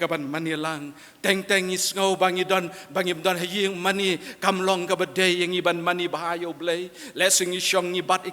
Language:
Khasi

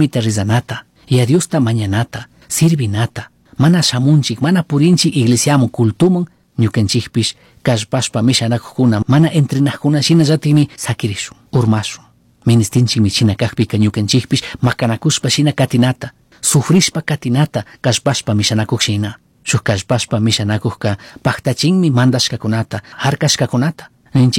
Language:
Chimborazo Highland Quichua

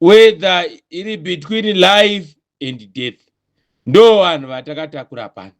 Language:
Shona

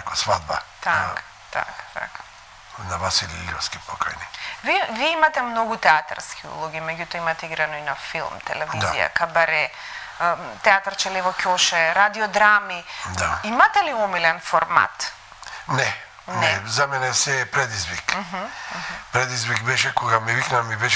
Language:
Macedonian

